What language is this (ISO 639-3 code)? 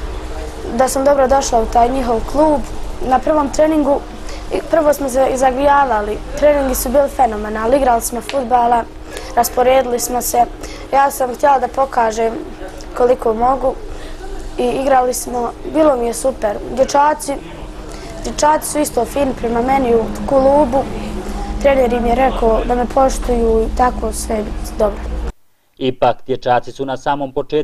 bos